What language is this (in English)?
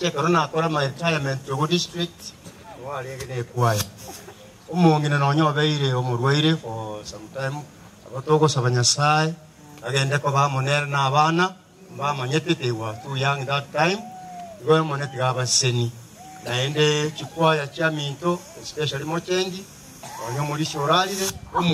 Gusii